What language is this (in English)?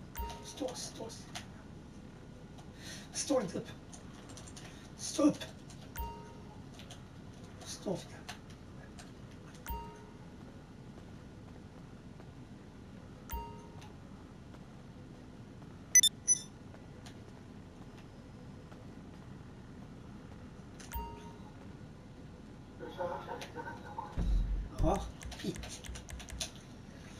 Swedish